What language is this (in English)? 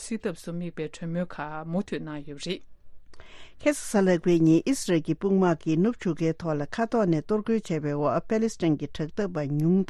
Tibetan